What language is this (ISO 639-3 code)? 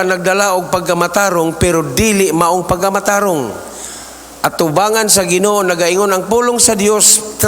ceb